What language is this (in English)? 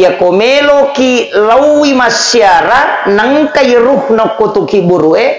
Buginese